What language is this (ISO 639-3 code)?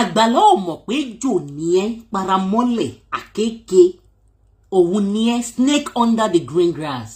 yor